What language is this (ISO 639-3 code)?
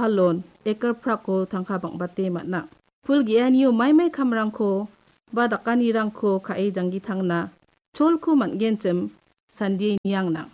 grt